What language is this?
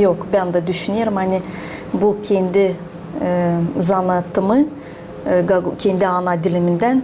Gagauz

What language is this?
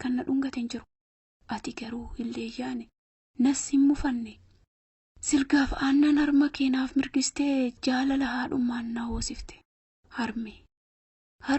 Oromo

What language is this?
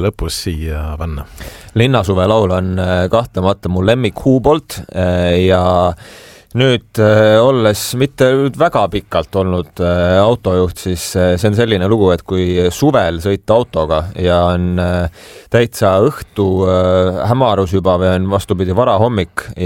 Estonian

